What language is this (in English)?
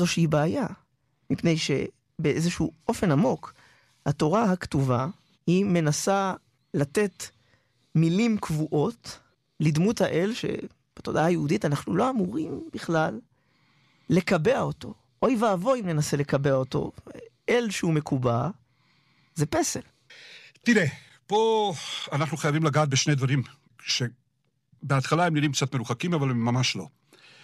Hebrew